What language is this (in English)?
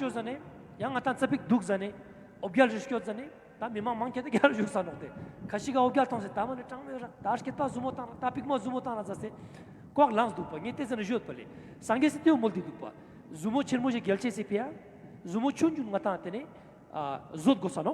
Ladakhi